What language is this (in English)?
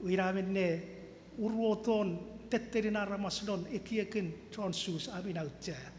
Chuukese